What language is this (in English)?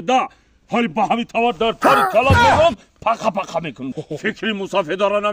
Tajik